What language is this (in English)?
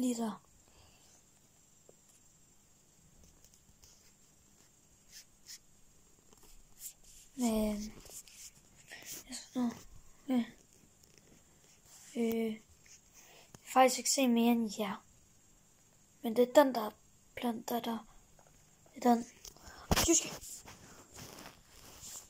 Danish